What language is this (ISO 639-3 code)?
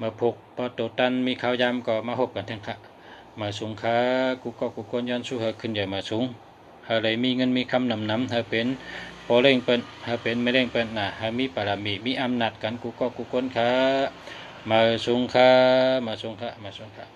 shn